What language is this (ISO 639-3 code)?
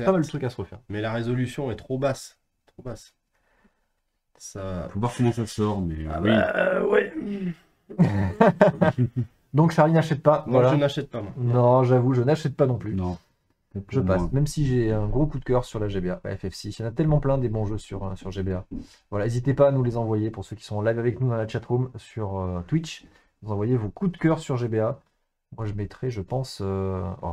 fra